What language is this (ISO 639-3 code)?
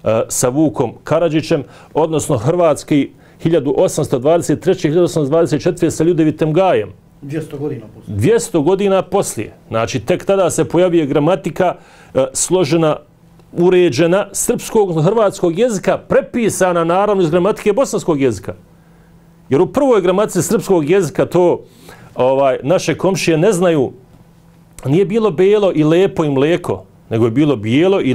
bos